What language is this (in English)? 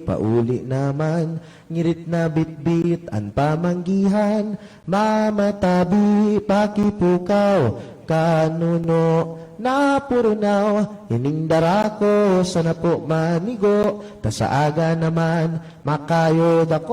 Bikol